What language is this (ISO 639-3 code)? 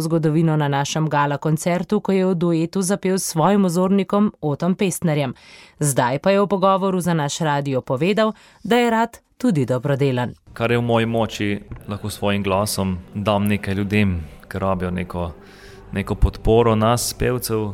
slv